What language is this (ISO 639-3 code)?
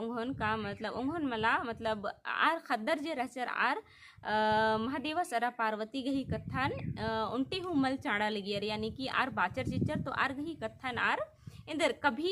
kru